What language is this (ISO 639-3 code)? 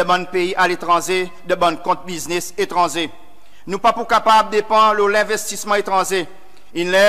crs